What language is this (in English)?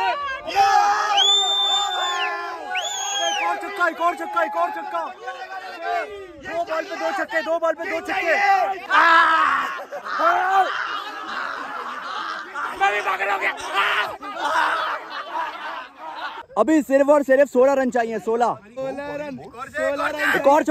Hindi